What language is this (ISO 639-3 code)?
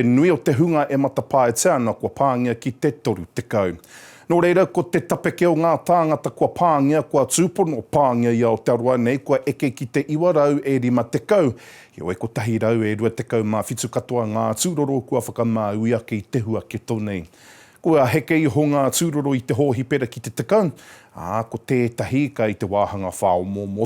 mri